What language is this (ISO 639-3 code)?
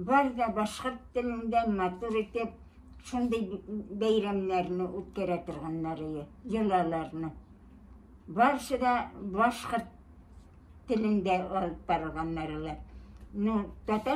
bak